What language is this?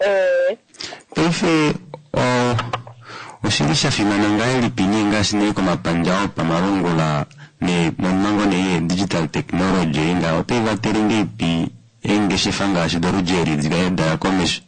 Kuanyama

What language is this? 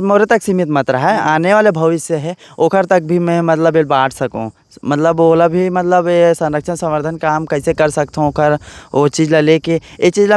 Chhattisgarhi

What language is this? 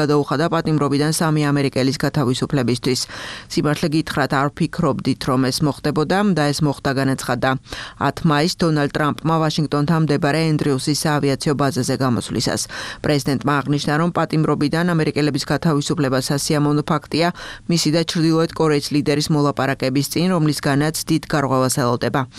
Georgian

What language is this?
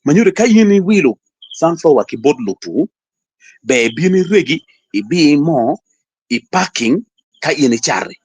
Acoli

